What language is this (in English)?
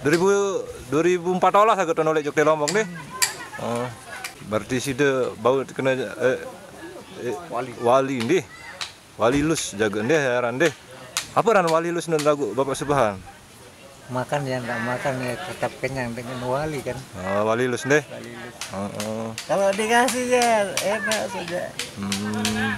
Sasak